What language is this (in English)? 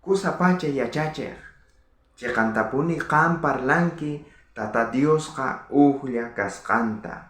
South Bolivian Quechua